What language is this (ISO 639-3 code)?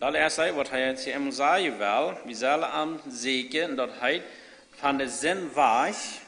pdt